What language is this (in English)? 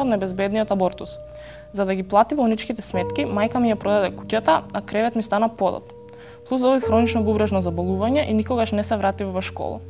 Macedonian